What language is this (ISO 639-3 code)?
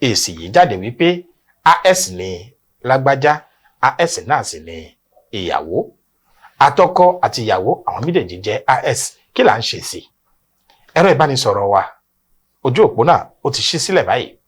yor